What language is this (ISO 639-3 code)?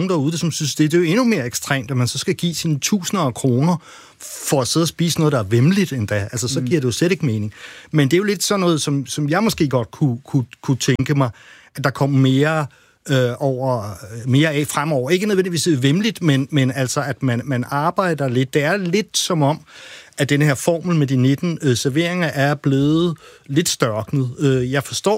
dan